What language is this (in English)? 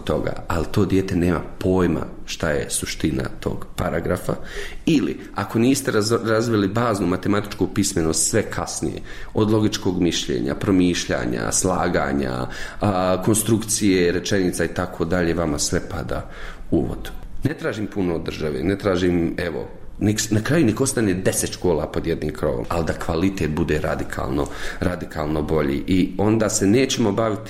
Bosnian